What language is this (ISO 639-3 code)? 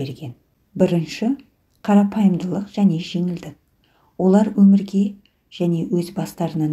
kaz